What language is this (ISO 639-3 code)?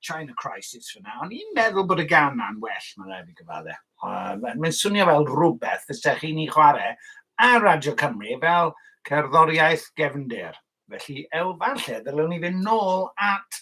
cym